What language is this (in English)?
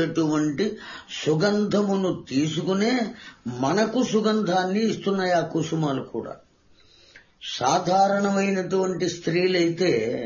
Telugu